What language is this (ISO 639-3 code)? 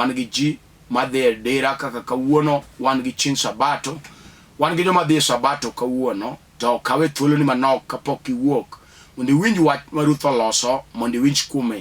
luo